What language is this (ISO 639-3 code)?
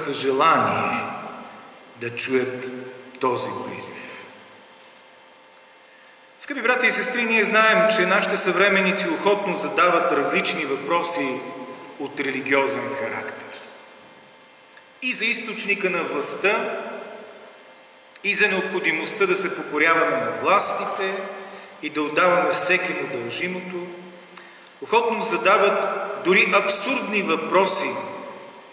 bul